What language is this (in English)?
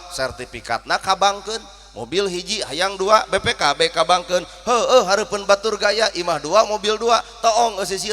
Sundanese